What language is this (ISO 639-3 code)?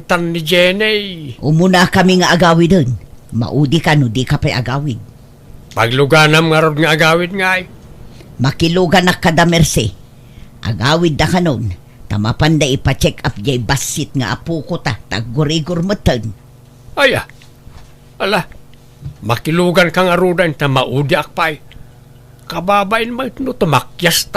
ilo